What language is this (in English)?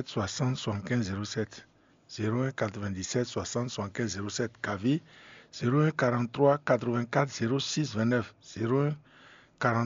Fon